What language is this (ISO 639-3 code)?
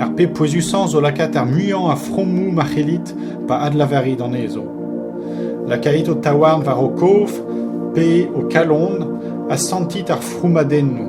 bre